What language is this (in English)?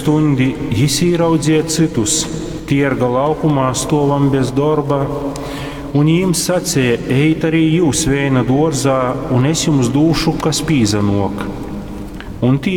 Latgalian